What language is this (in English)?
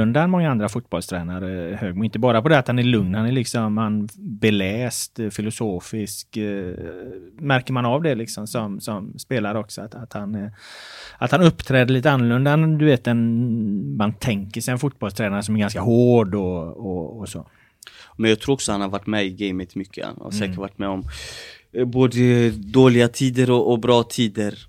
Swedish